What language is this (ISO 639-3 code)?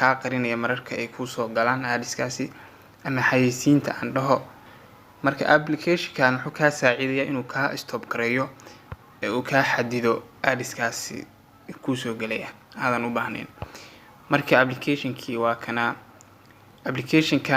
som